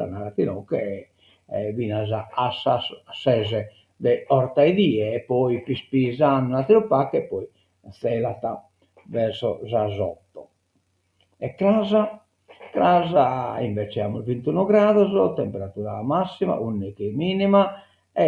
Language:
Sardinian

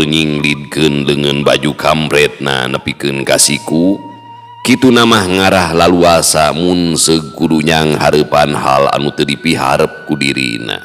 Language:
Sundanese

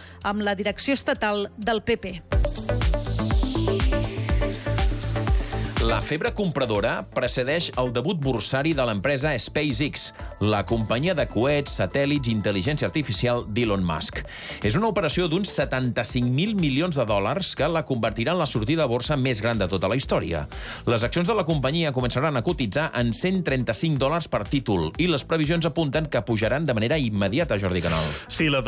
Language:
Catalan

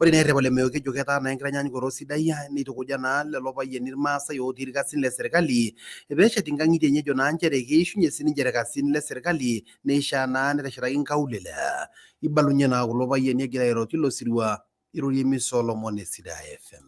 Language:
Masai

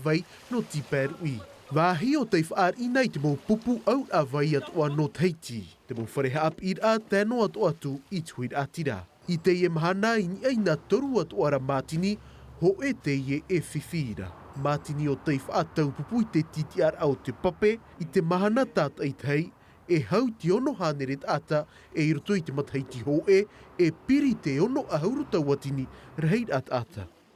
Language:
Tahitian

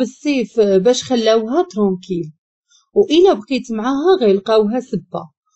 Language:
Moroccan Arabic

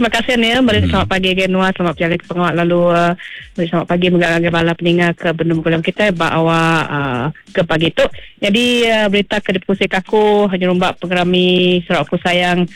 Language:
Iban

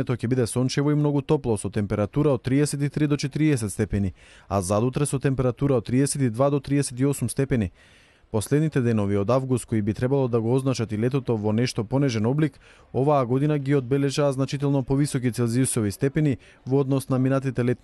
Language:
Macedonian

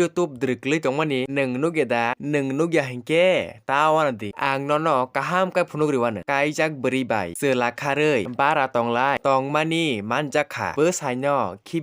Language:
Kok Borok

